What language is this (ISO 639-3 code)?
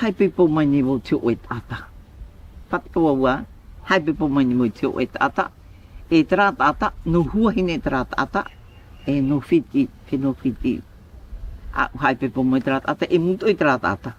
tah